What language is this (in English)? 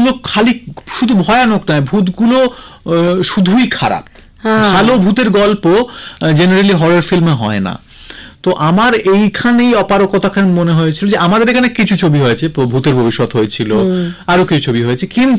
Bangla